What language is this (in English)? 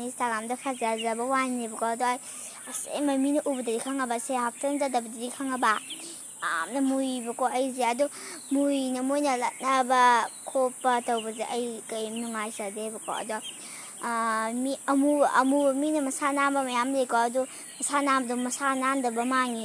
Manipuri